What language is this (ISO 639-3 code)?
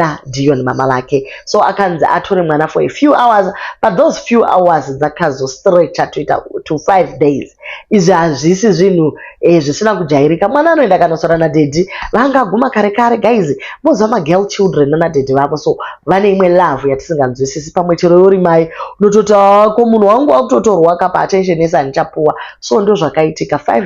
sna